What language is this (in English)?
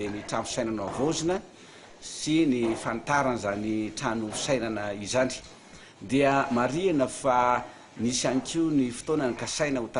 Malagasy